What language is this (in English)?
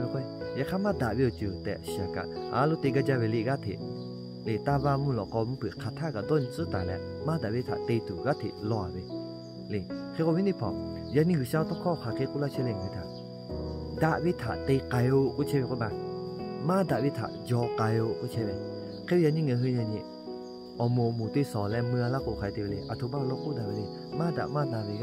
Lahu